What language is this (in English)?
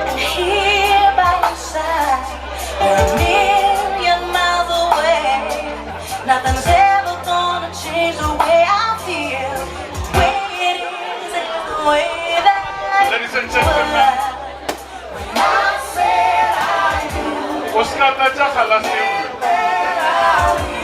Northern Sotho